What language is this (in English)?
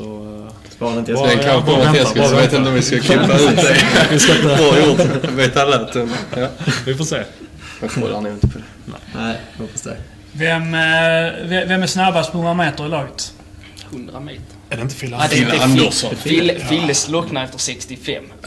Swedish